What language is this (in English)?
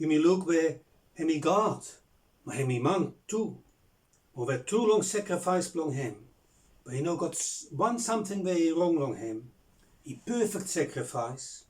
Bislama